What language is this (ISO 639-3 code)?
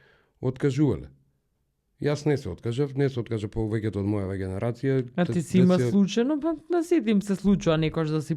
mkd